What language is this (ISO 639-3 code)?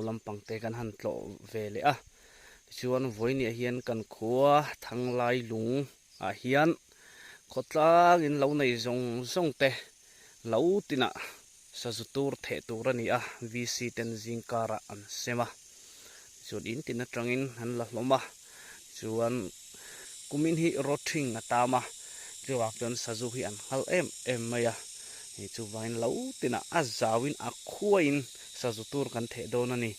lus